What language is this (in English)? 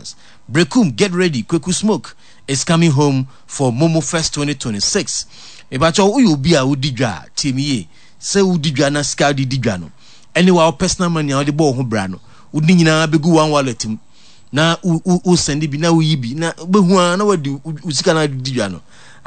Akan